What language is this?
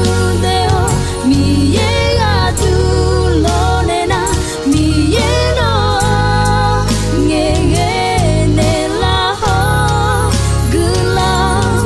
Akha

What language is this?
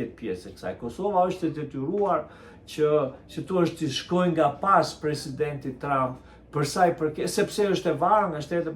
Albanian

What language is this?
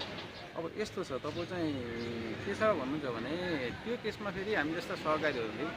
Nepali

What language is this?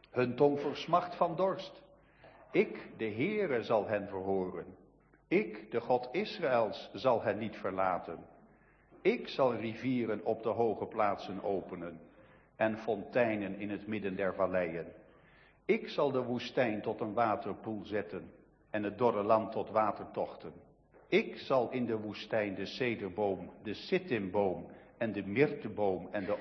Dutch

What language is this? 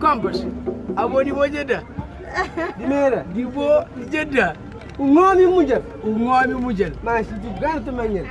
Kabuverdianu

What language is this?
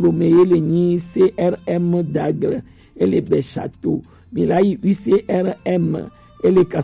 Gen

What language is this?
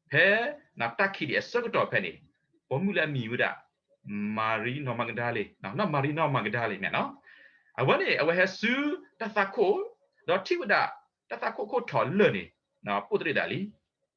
S'gaw Karen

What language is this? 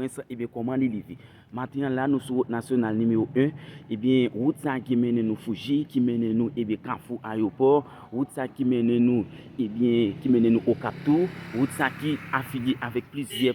Haitian Creole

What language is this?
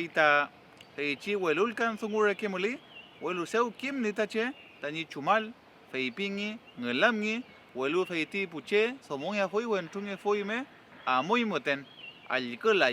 Mapuche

